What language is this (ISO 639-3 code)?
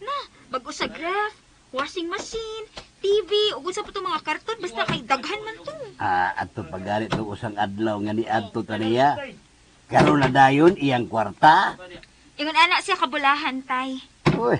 ceb